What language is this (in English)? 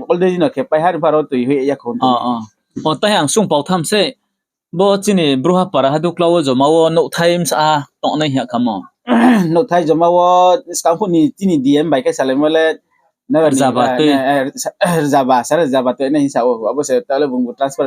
Riang (India)